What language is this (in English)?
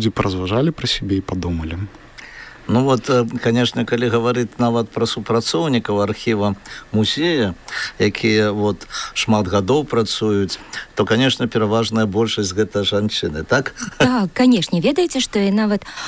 Belarusian